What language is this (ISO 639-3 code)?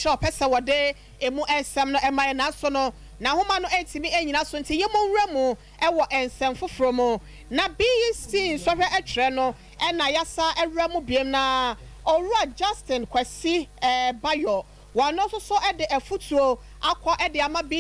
aka